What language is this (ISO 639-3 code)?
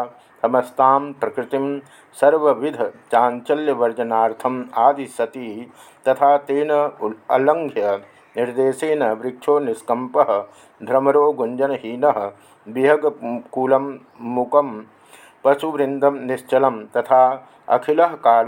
san